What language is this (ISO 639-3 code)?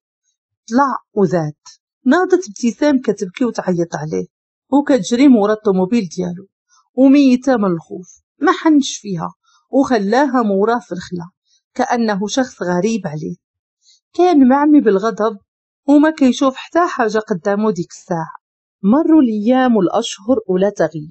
ary